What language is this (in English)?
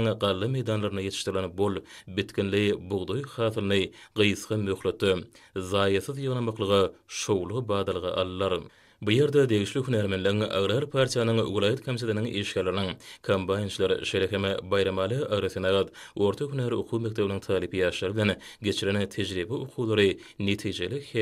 Turkmen